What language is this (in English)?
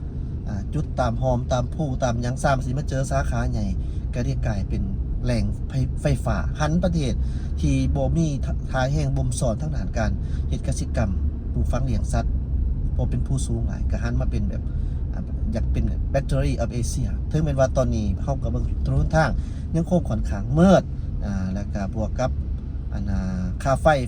Lao